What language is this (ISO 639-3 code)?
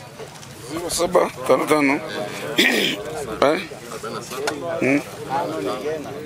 swa